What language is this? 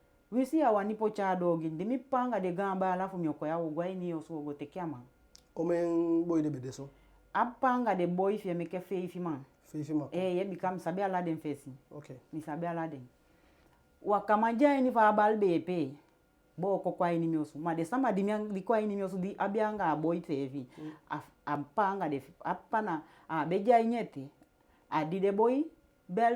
Eastern Maroon Creole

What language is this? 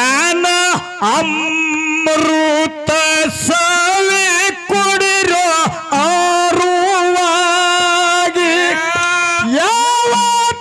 Kannada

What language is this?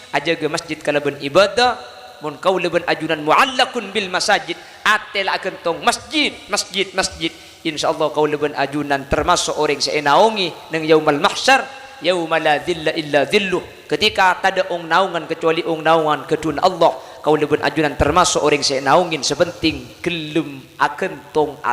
Madurese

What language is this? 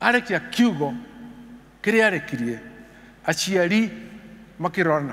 Kikuyu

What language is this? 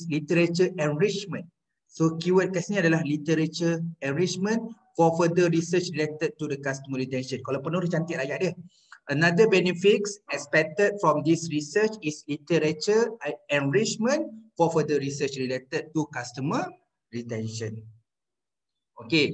Malay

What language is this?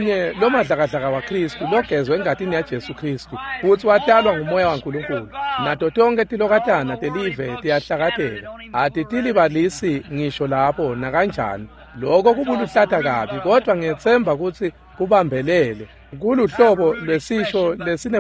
Swati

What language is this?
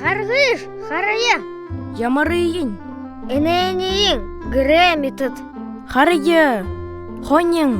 Buriat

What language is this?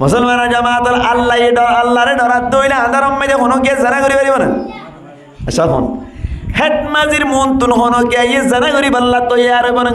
Rohingya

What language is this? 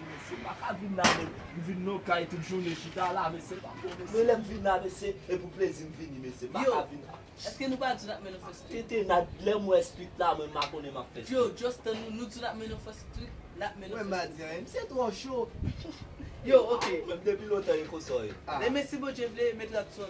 Haitian Creole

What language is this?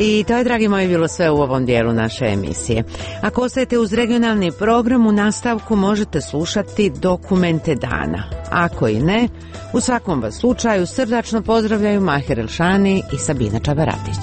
Croatian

